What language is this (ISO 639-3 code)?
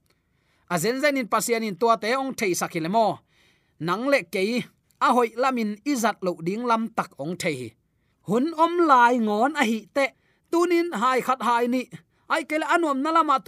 ctd